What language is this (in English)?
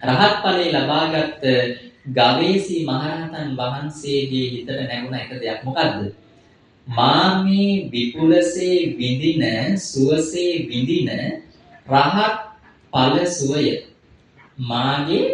Sinhala